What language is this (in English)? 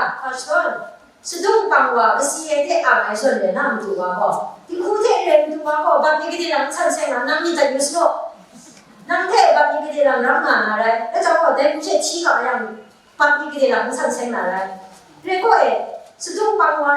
Kachin